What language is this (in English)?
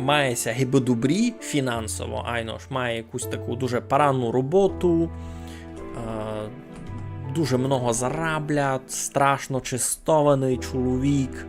Rusyn